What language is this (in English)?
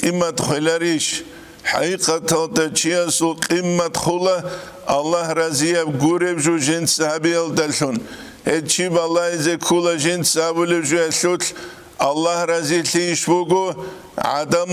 Avaric